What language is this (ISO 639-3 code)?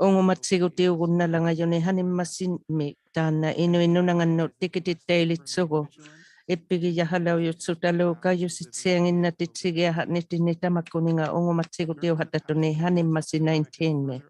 iku